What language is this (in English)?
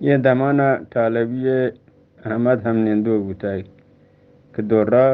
Eastern Balochi